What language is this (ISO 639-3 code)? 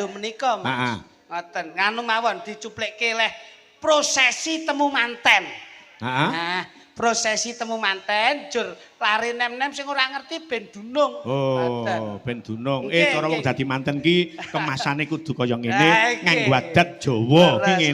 jav